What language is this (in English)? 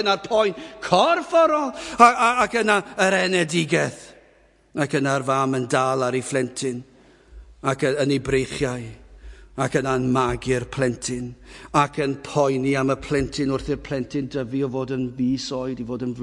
Welsh